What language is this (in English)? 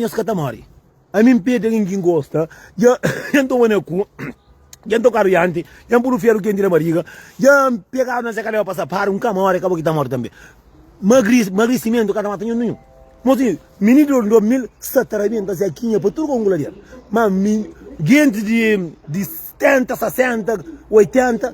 Kabuverdianu